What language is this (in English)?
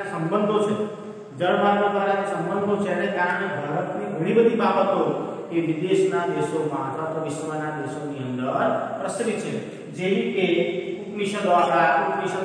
Gujarati